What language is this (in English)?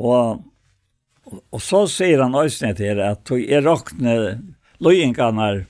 Faroese